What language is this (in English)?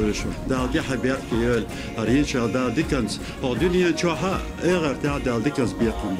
Chechen